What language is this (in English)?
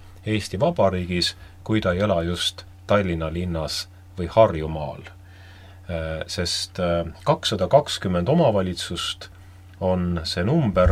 Estonian